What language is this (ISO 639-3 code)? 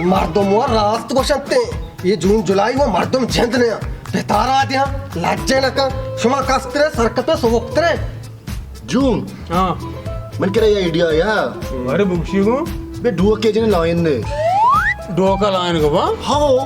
bal